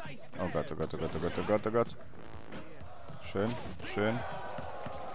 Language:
German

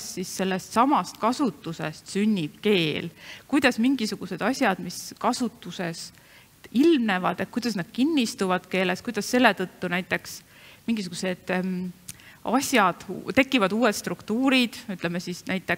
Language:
Estonian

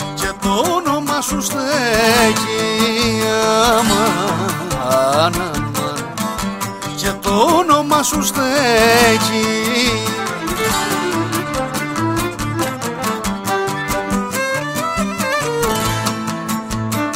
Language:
Greek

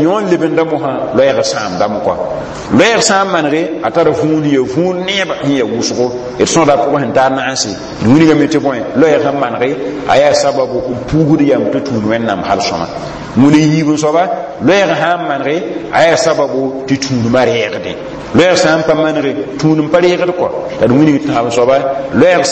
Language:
Mossi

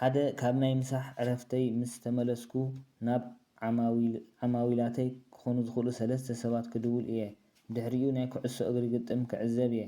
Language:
Tigrinya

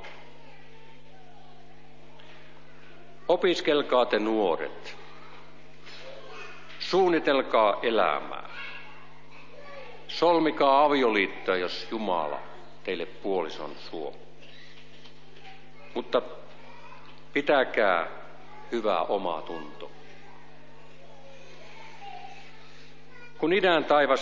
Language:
Finnish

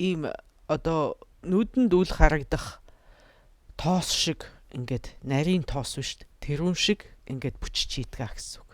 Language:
Mongolian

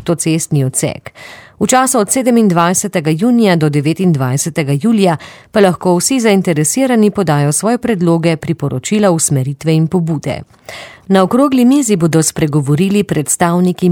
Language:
Slovenian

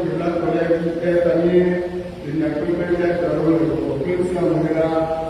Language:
Ewe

